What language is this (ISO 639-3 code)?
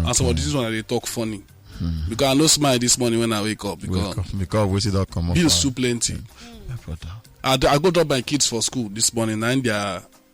pcm